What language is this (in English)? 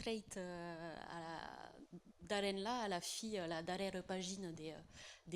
Occitan